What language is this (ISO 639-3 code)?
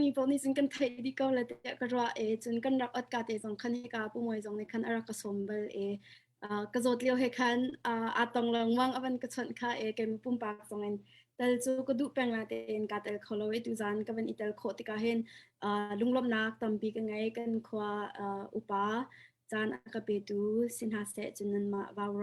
cnh